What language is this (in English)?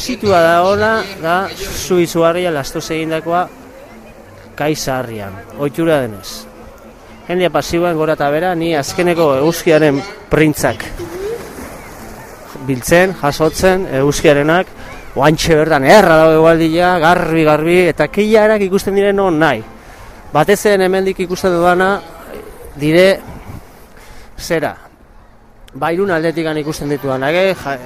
Basque